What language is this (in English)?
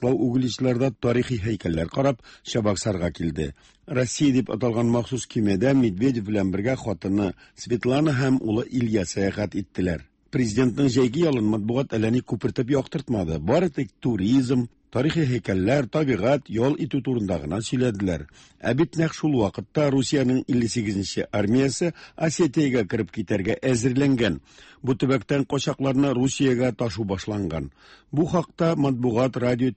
Tatar